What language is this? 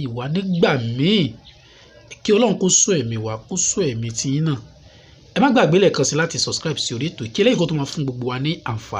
Yoruba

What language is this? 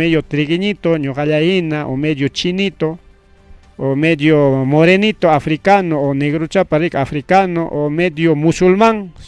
Ayacucho Quechua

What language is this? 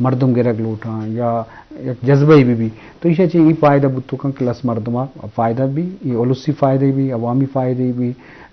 Eastern Balochi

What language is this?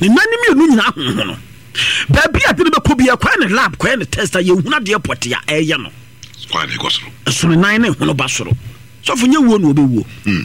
Akan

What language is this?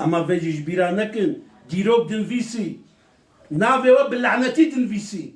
Kurdish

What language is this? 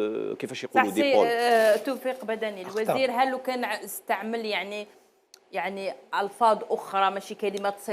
Algerian Arabic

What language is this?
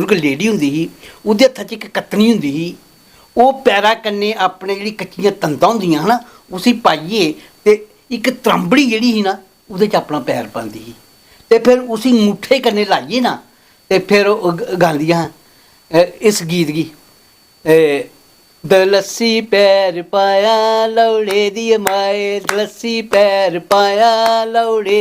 Dogri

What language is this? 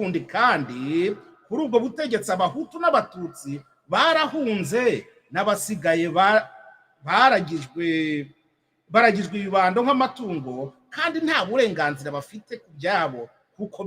Kinyarwanda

